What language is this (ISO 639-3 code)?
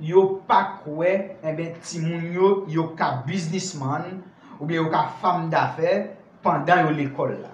hat